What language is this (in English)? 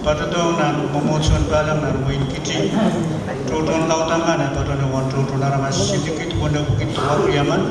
Pohnpeian